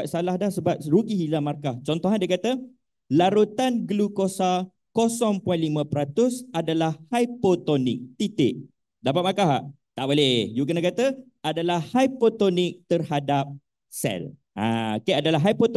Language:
Malay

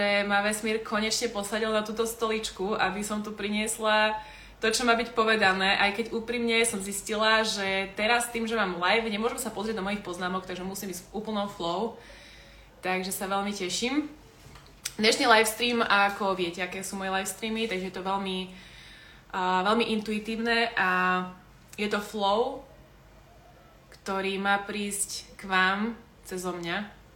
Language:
Slovak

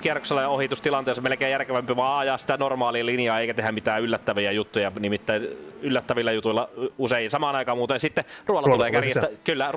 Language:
Finnish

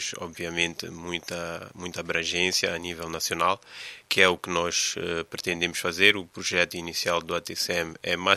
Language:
Portuguese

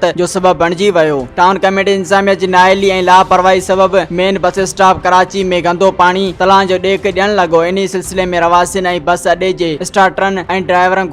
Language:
Sindhi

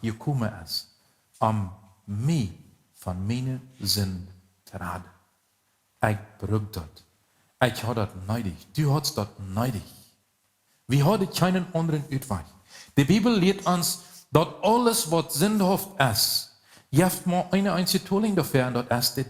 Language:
Plautdietsch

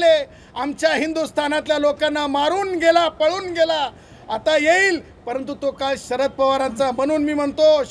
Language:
Marathi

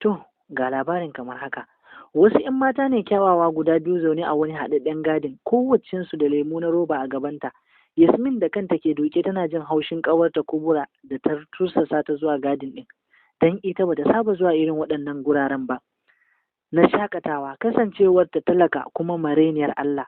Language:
Hausa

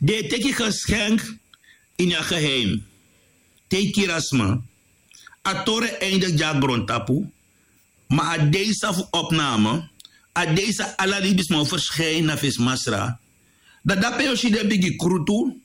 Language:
Sranan Tongo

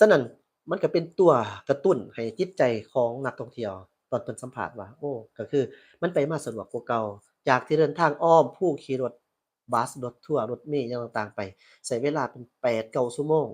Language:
Lao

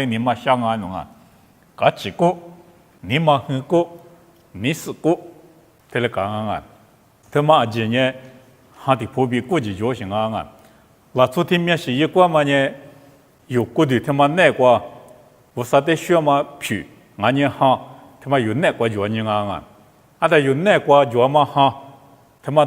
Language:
Lisu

